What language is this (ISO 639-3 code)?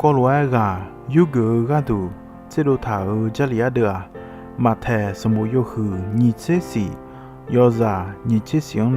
ahk